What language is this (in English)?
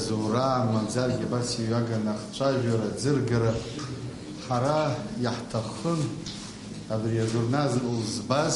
Abkhazian